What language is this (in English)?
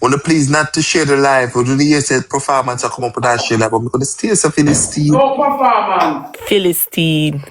Jamaican Creole English